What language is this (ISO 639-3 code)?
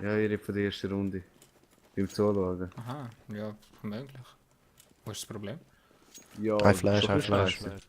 gsw